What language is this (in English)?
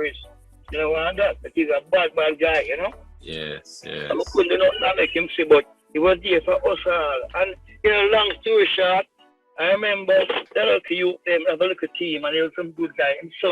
Jamaican Creole English